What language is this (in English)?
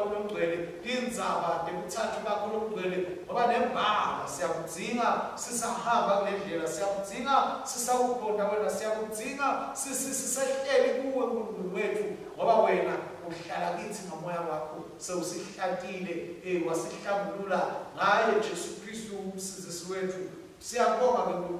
Swati